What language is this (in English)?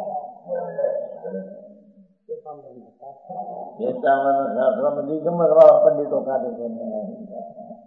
Gujarati